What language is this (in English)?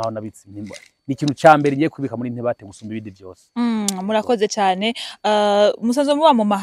Rundi